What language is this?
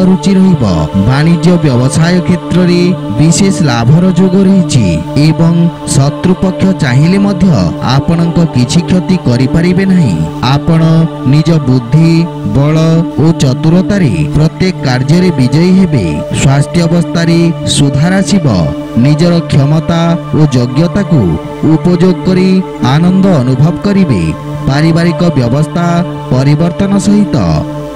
Odia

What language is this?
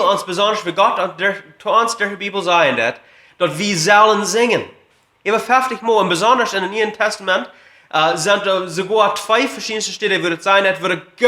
Plautdietsch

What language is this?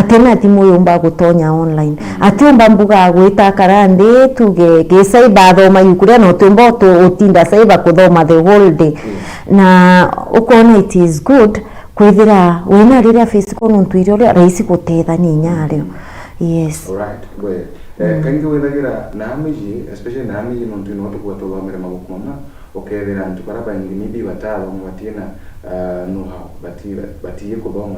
Meru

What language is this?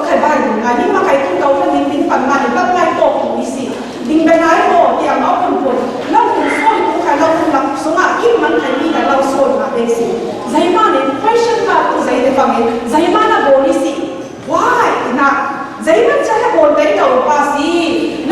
Falam Chin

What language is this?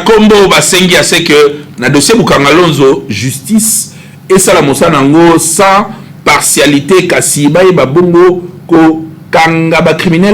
Lingala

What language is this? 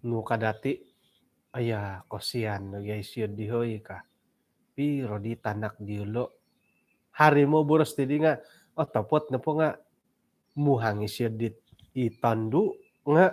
Central Dusun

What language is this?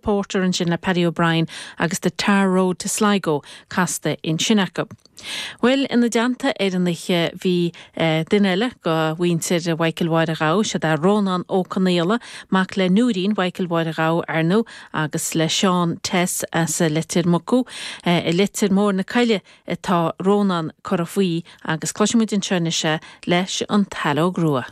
Irish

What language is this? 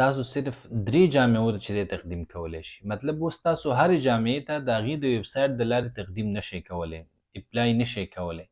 Pashto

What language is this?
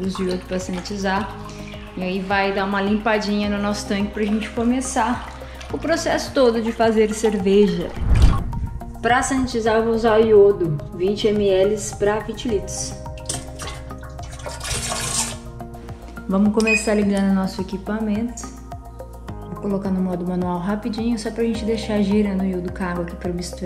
Portuguese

